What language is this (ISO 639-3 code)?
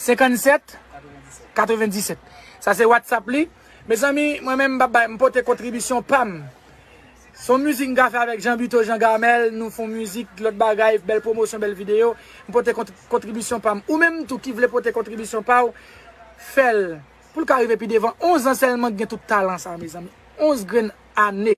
hat